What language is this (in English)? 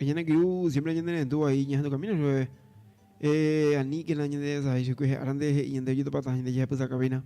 Guarani